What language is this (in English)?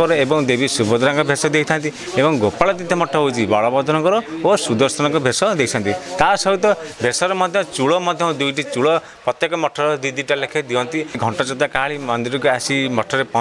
Odia